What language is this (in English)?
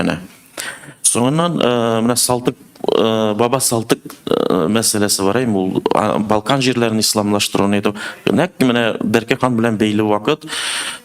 Tatar